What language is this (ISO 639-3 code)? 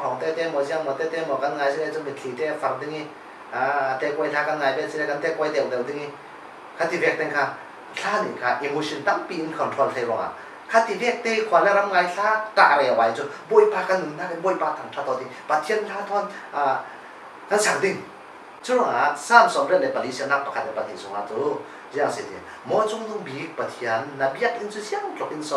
cfm